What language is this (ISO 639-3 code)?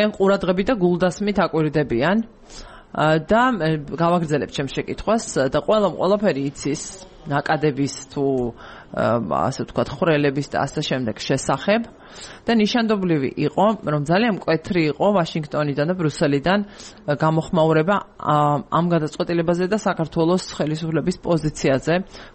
kat